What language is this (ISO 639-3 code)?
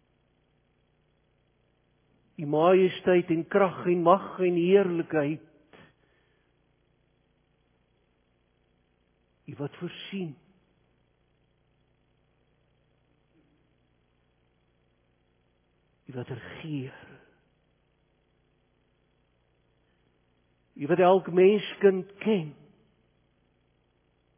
afr